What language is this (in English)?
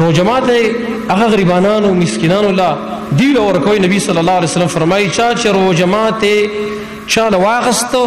Pashto